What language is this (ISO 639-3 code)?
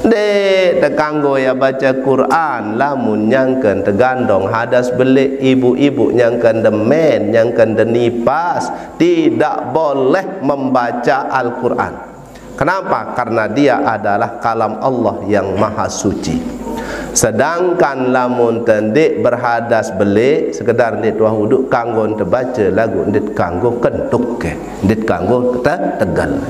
sas